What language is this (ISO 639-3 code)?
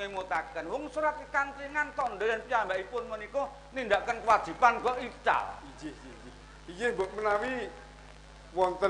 jav